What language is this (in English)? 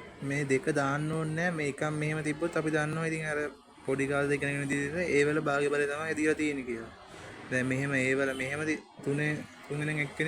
Sinhala